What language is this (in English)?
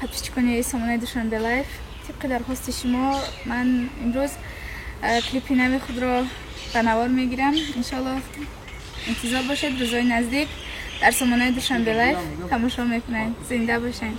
Tajik